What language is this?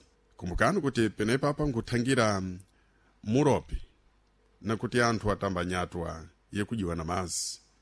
Sena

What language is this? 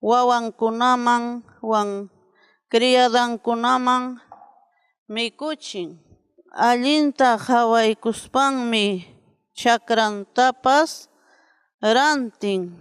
Ayacucho Quechua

